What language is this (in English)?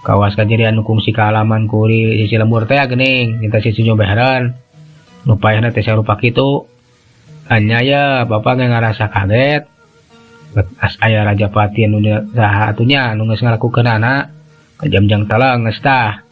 Sundanese